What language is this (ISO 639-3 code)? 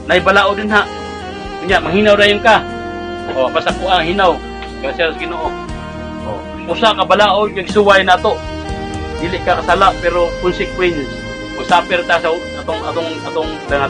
ceb